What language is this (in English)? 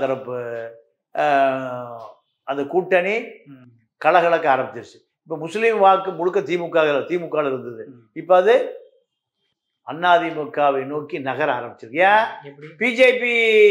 Tamil